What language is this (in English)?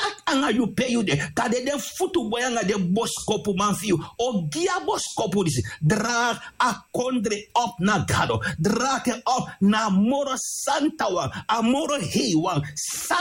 Sranan Tongo